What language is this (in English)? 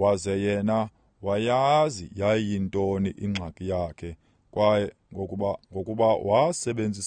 Xhosa